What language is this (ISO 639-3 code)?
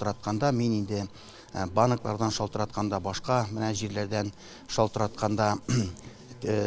tat